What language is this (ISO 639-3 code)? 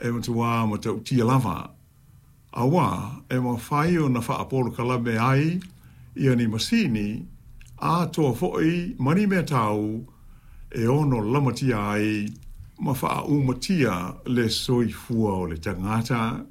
smo